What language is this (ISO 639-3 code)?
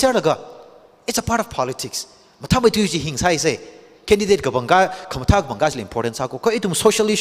nmf